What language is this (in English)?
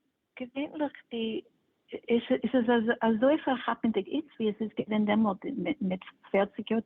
Yiddish